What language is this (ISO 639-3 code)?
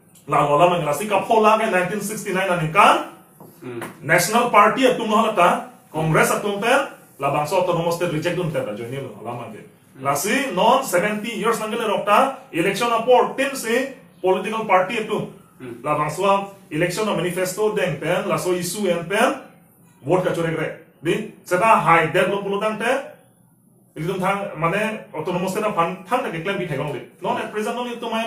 mjw